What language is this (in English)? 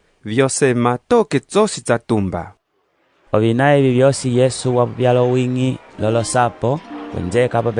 Umbundu